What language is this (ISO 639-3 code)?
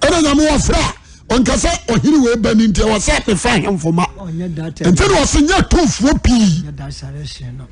aka